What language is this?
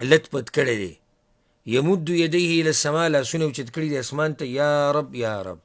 Pashto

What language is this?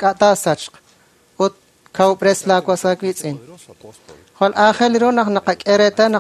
Kekchí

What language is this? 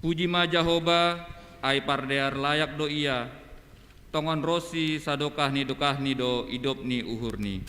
Batak Simalungun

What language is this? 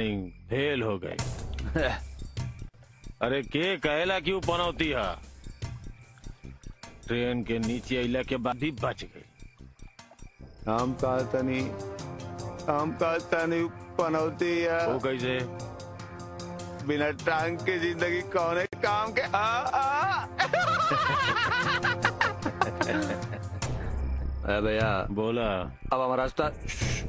Bhojpuri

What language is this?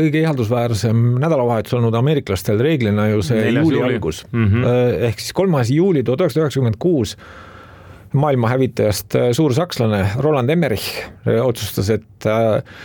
Estonian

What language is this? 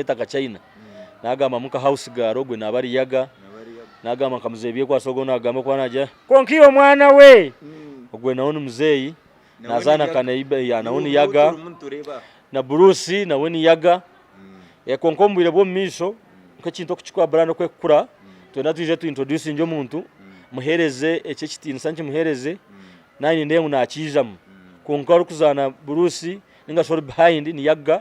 Nyankole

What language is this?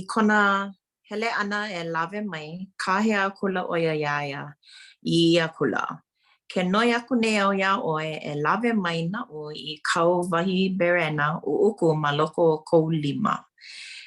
Hawaiian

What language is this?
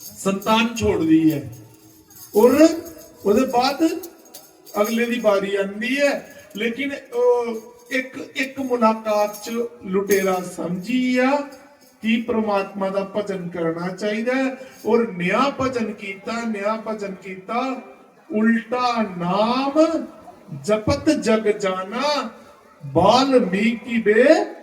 Dogri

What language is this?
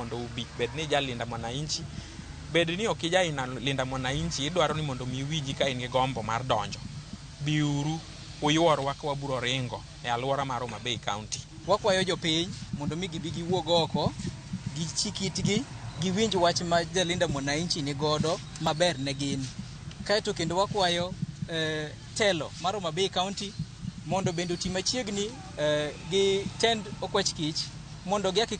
Luo (Kenya and Tanzania)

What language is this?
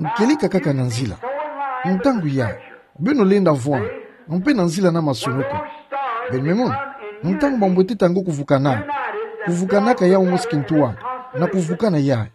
Kituba (Democratic Republic of Congo)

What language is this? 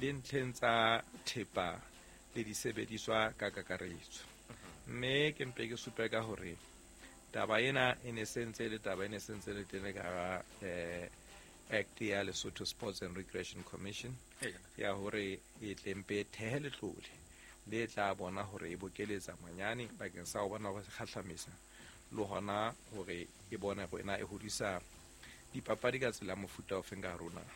Southern Sotho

